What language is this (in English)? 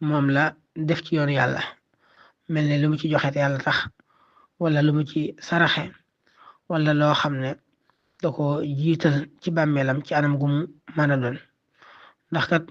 Wolof